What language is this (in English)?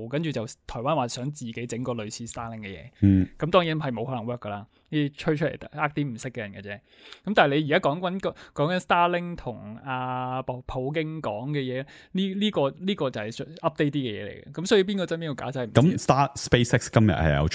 Cantonese